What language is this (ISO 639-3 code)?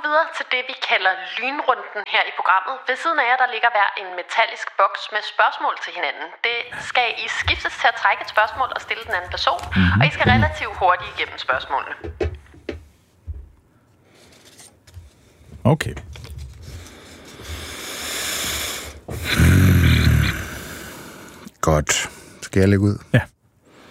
dan